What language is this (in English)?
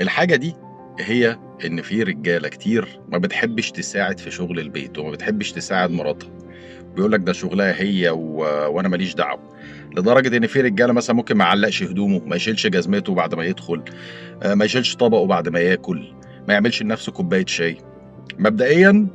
Egyptian Arabic